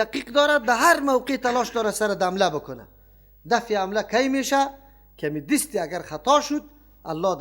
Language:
Persian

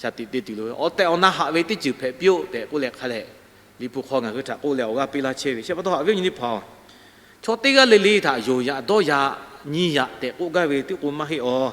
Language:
Lahu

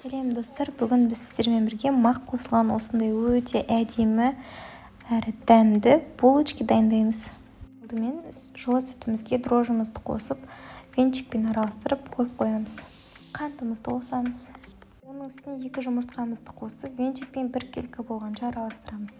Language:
Kazakh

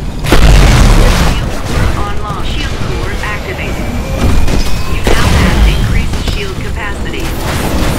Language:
English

